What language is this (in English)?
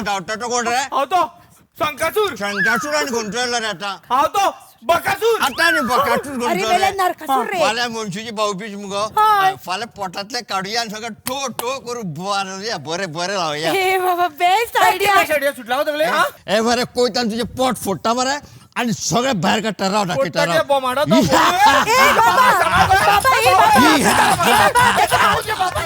Konkani